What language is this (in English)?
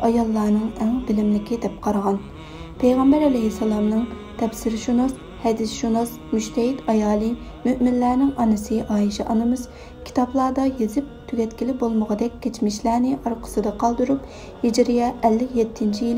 Uyghur